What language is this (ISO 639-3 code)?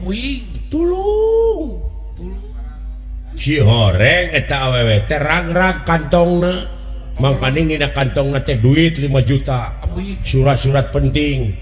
sun